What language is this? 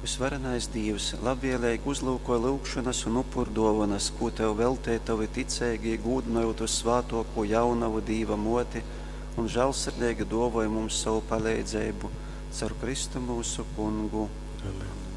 Latgalian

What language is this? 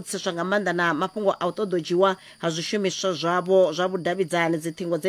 Venda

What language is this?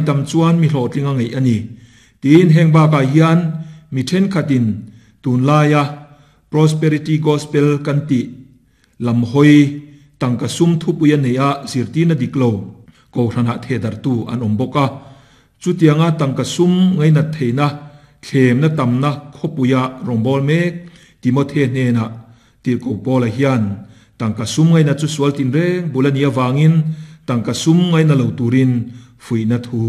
Mizo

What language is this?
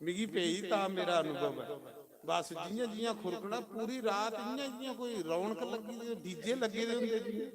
Dogri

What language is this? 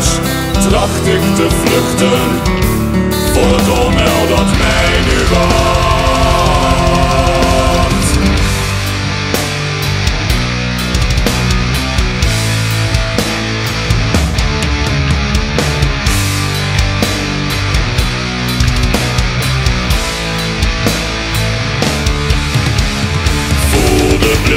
Dutch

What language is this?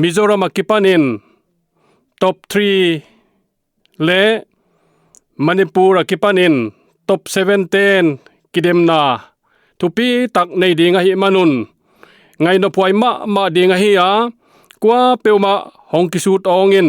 Paite Chin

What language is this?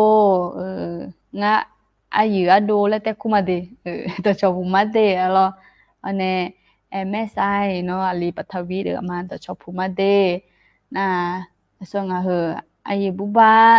Akha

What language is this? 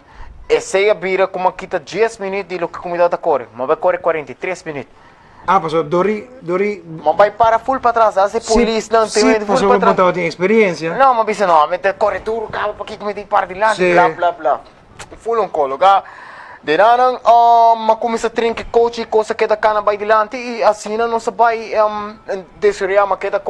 Papiamento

